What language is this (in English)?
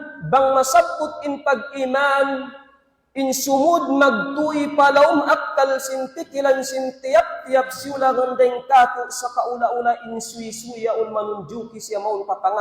Tausug